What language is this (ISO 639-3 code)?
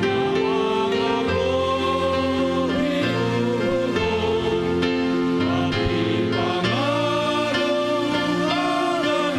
bts